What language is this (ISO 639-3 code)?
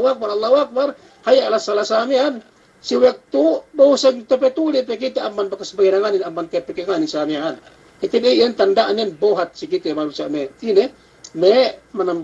yka